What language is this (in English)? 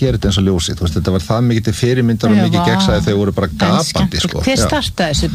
Icelandic